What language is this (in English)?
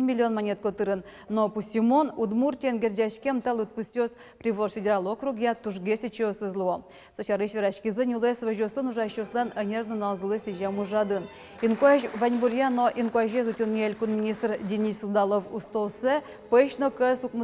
Udmurt